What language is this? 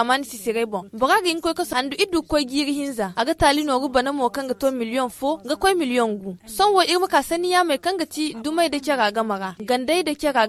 Zarma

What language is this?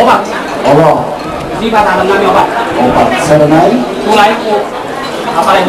Batak Toba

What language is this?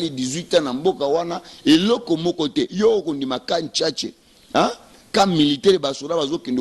Lingala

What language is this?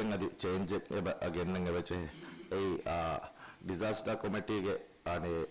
Divehi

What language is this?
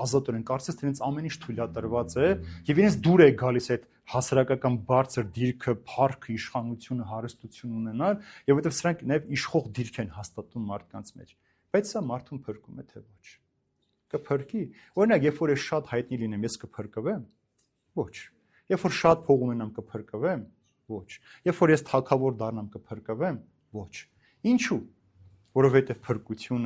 Armenian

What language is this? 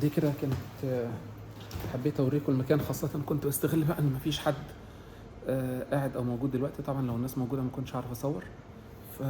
Egyptian Arabic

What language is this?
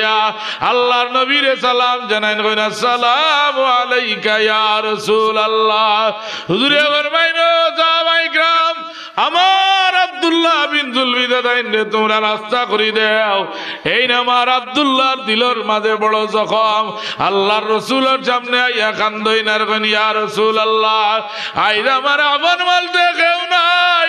Sylheti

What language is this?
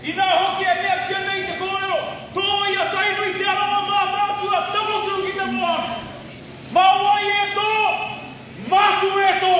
Māori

